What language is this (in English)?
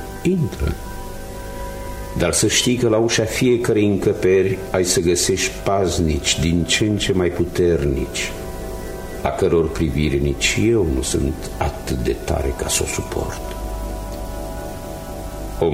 Romanian